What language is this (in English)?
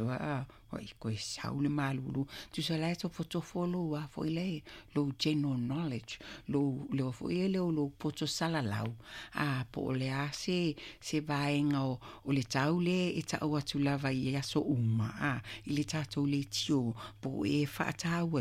Samoan